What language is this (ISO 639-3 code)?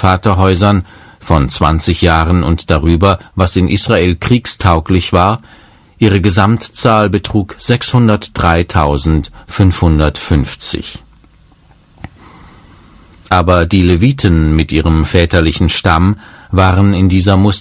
deu